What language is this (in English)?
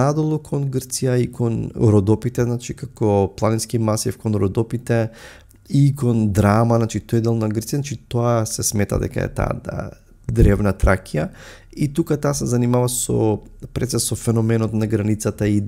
Macedonian